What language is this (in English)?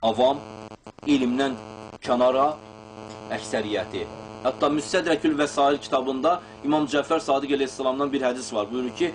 Azerbaijani